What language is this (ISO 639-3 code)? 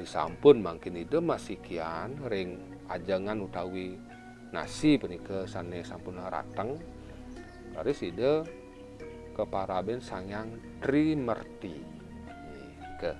ban